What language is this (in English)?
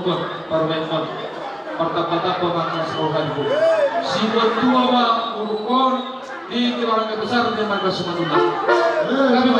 Batak Toba